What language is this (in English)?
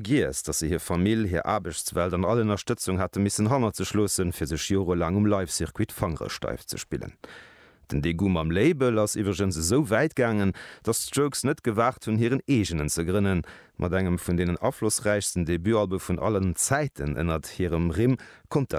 Luxembourgish